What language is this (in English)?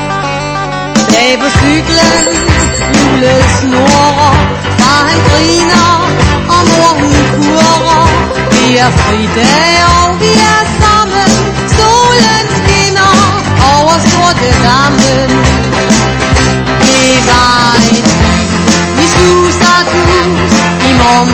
Danish